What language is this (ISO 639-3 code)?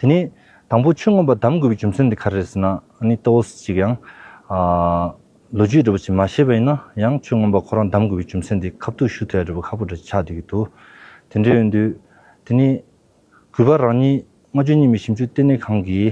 bod